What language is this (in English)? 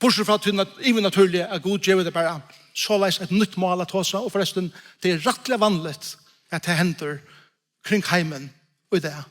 Faroese